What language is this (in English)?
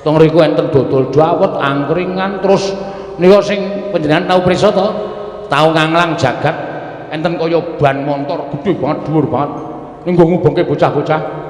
Javanese